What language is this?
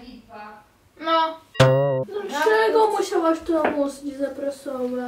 Polish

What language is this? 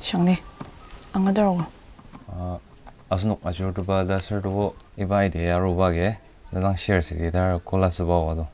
Ao Naga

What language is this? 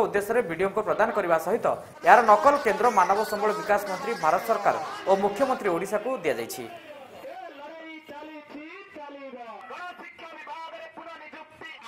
Odia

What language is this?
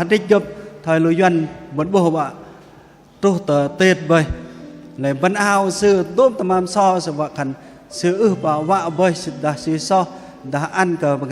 Bahnar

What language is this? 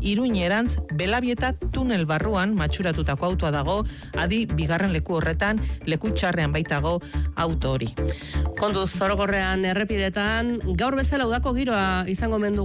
Basque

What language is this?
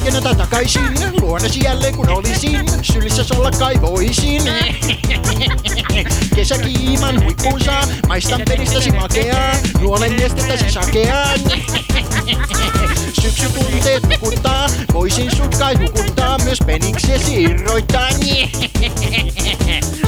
Finnish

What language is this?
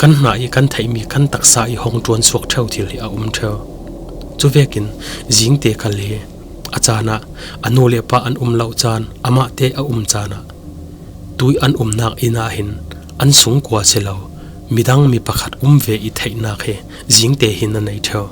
Falam Chin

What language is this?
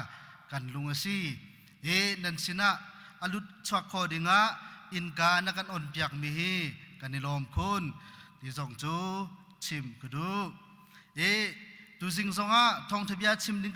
Hakha Chin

